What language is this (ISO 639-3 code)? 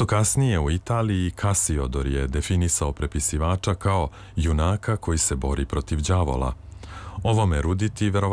srp